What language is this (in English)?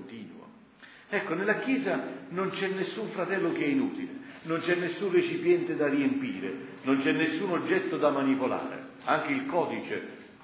Italian